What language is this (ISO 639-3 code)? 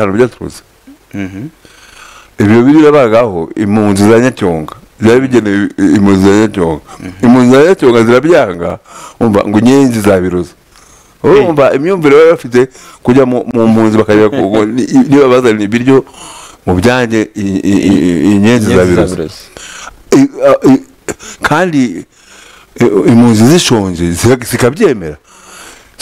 kin